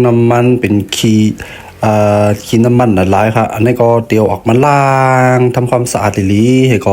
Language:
Shan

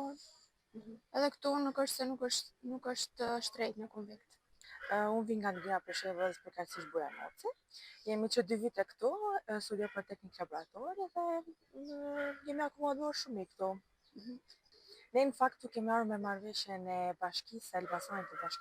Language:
Albanian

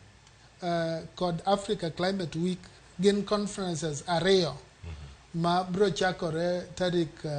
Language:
Luo (Kenya and Tanzania)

